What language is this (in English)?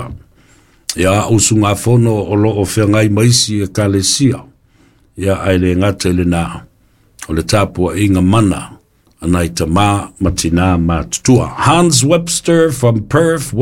Samoan